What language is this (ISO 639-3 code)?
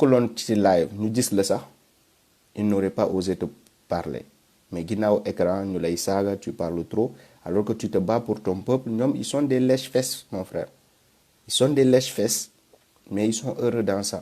wol